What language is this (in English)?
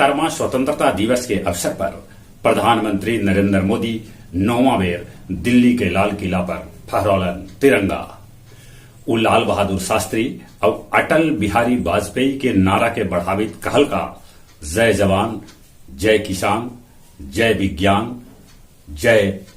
Magahi